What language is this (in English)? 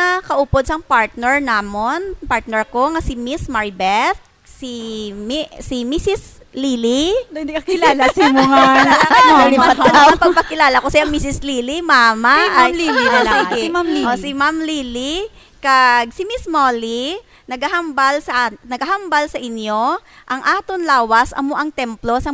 Hiligaynon